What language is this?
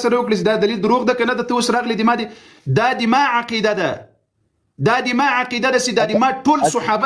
Pashto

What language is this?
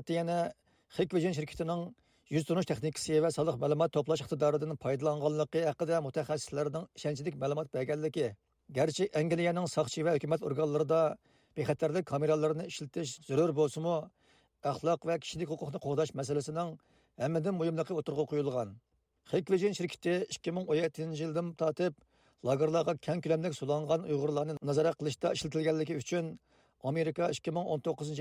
Uyghur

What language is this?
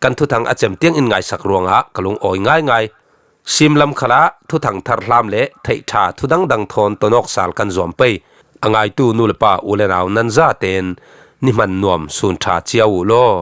Falam Chin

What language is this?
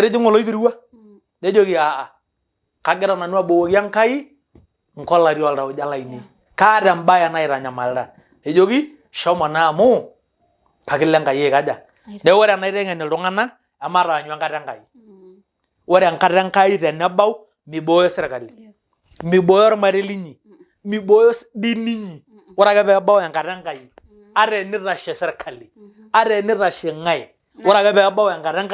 Masai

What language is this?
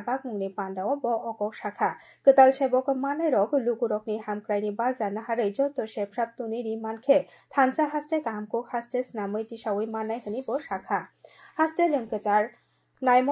Kok Borok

